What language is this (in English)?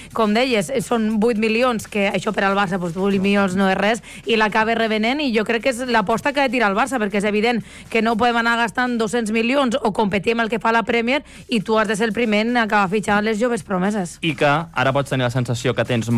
Catalan